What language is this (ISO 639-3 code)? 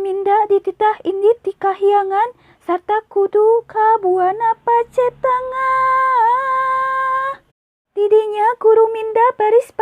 sun